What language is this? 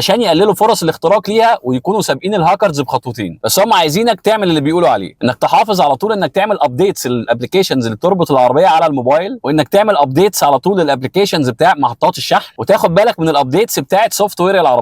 Egyptian Arabic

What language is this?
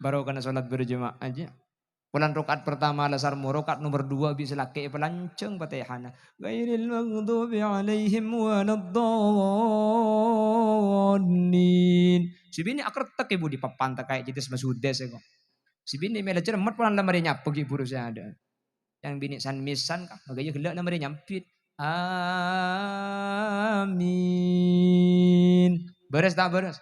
Madurese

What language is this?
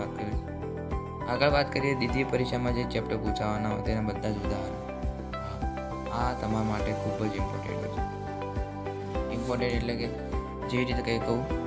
Gujarati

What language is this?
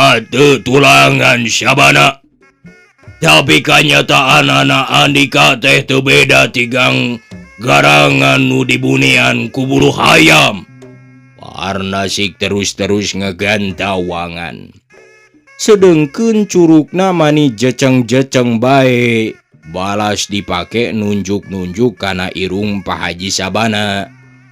Sundanese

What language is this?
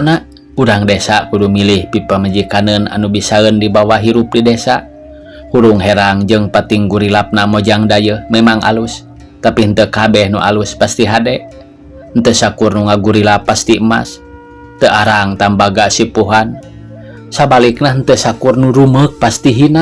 Sundanese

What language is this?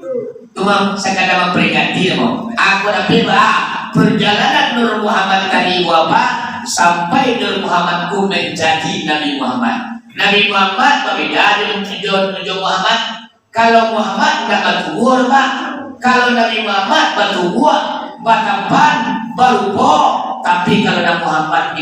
Minangkabau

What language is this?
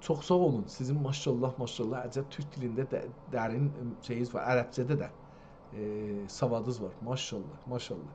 South Azerbaijani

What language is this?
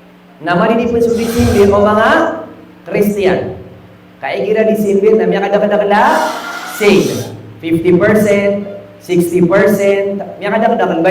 Maranao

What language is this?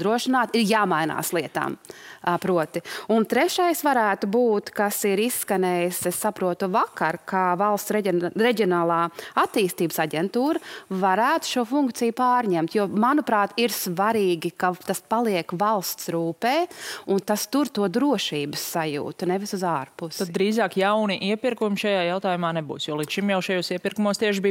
Latvian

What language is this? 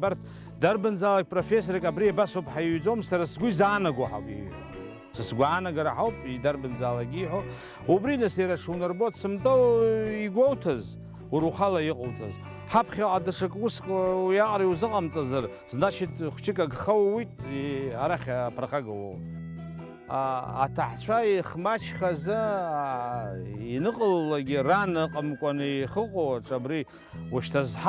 Abkhazian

